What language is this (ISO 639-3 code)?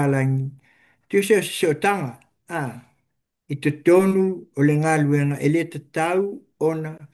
smo